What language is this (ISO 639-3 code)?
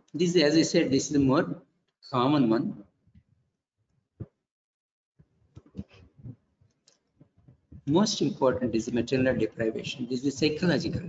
eng